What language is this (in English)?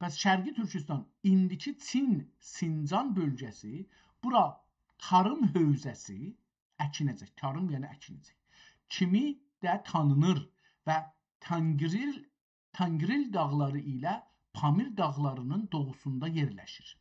South Azerbaijani